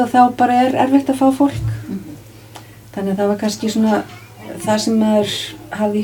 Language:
Icelandic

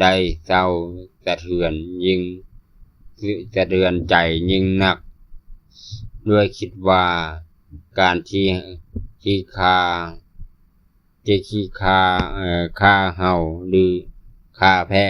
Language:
Lao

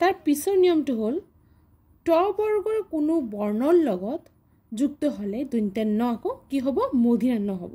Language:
Assamese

